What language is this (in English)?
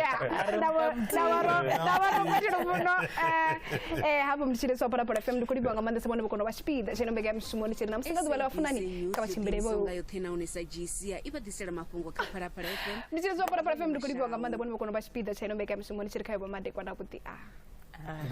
Venda